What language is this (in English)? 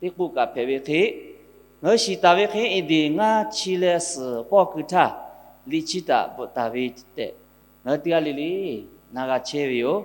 Lahu